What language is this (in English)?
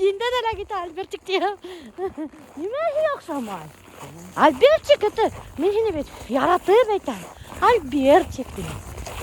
Bashkir